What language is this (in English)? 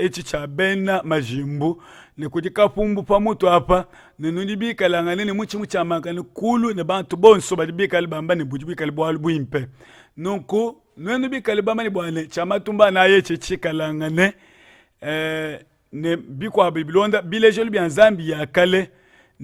Luba-Lulua